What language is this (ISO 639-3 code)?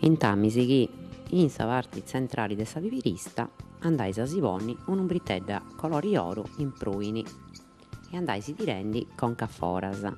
srd